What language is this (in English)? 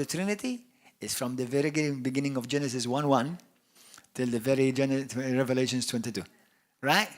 English